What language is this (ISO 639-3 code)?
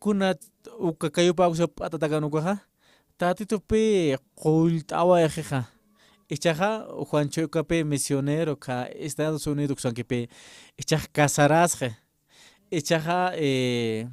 aym